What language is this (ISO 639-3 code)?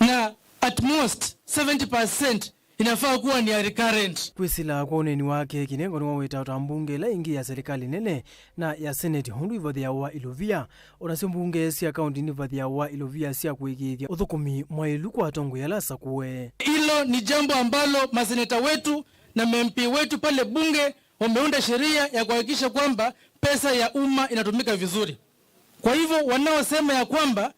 kam